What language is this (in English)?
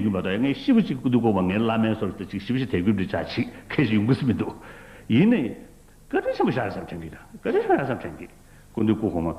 Tibetan